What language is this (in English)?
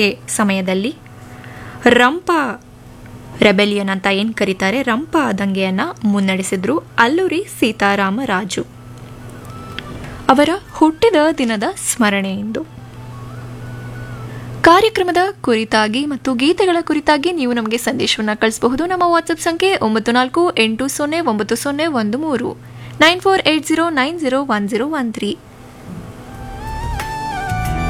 Kannada